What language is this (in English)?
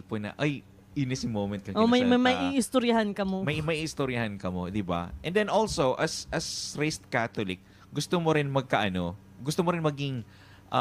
Bikol